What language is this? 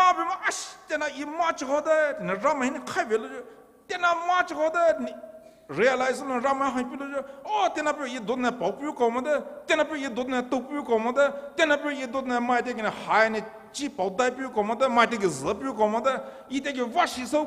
Poumei Naga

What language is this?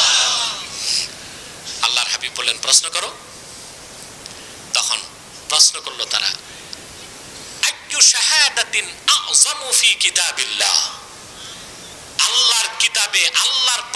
Bangla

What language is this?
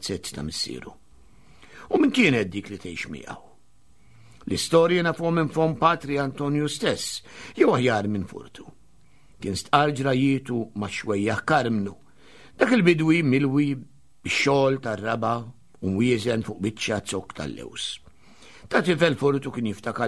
Maltese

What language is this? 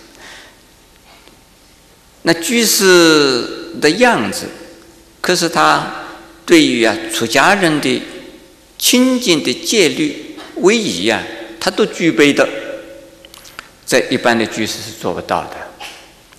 Chinese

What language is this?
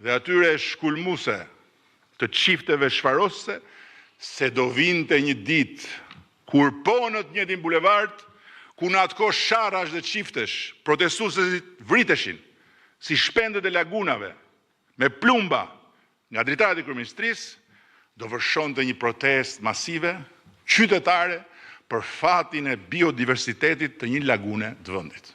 Albanian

